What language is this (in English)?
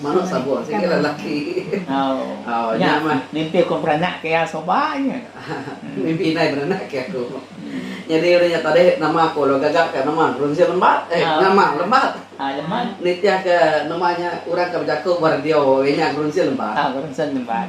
Iban